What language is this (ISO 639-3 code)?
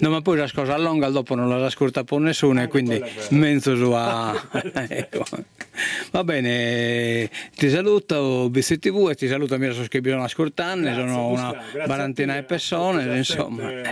srd